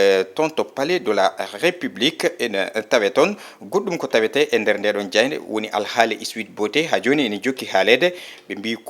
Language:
Fula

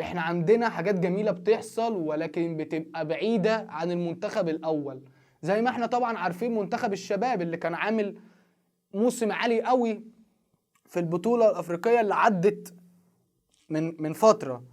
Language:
Egyptian Arabic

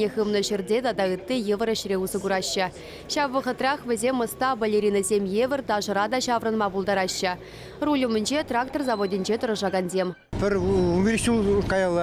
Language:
Chuvash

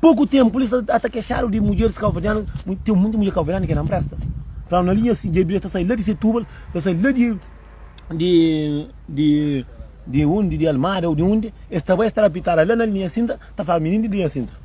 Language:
Kabuverdianu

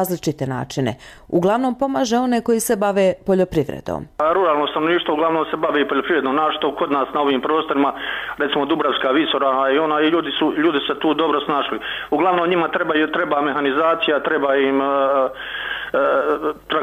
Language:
Bosnian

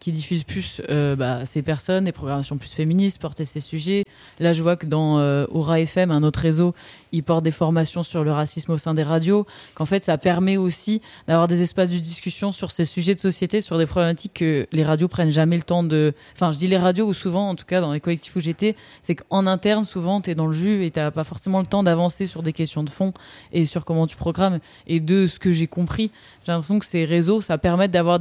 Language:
French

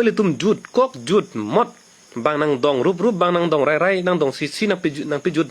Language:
Karbi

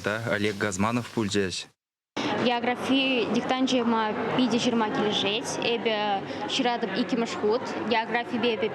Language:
Chuvash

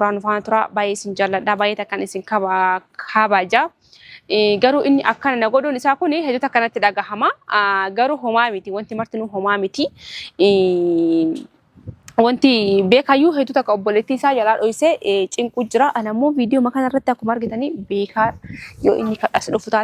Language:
Oromo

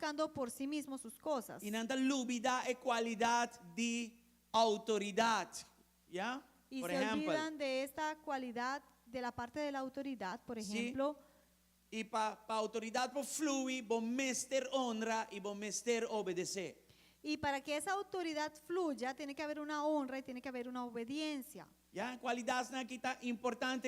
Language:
Papiamento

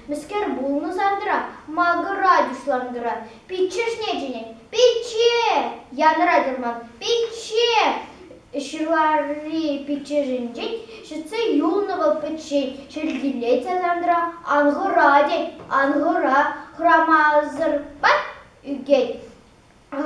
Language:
Chuvash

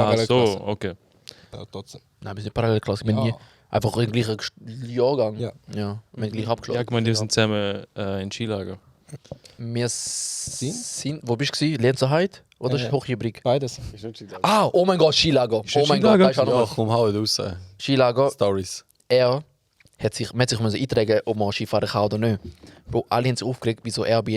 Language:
Swiss German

